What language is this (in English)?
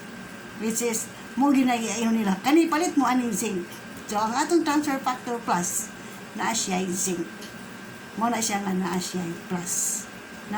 Cebuano